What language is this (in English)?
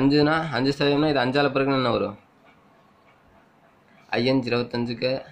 Tamil